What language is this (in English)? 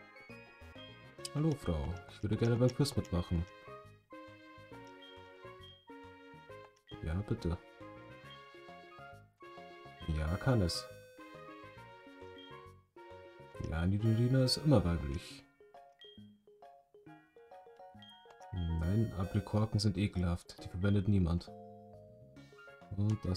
German